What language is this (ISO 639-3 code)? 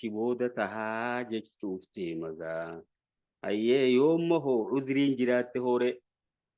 orm